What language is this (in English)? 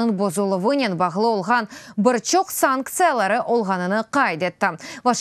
Crimean Tatar